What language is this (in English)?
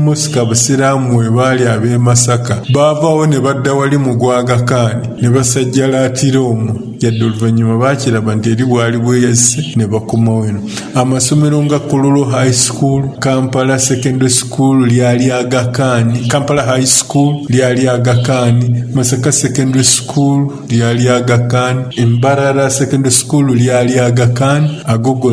Ganda